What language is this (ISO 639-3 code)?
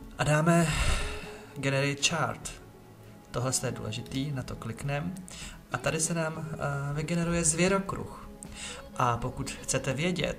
ces